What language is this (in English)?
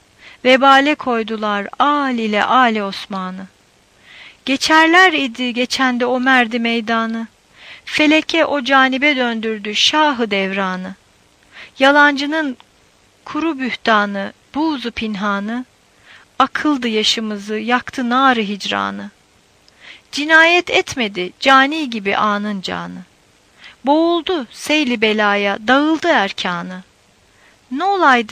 Turkish